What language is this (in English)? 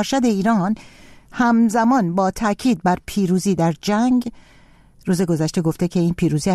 Persian